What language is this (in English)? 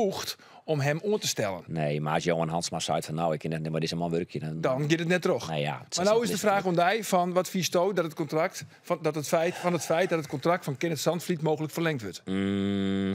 Western Frisian